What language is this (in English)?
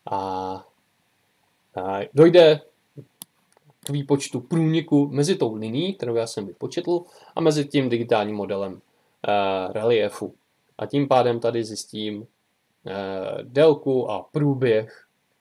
Czech